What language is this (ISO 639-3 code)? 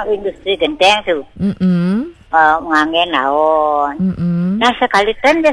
ban